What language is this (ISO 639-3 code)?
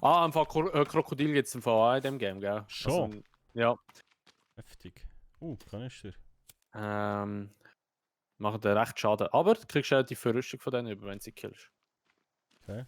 gsw